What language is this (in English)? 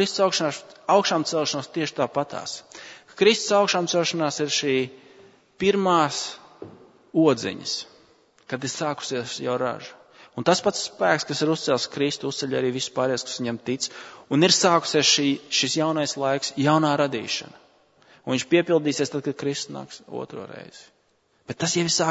Latvian